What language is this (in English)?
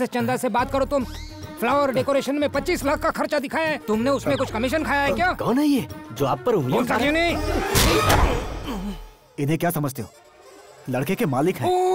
Hindi